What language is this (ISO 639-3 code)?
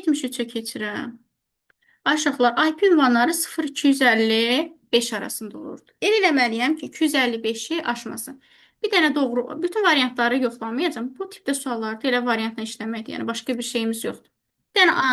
aze